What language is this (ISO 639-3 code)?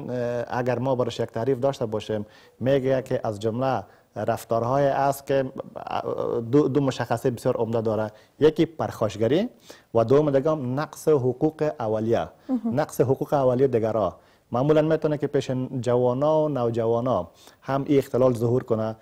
fas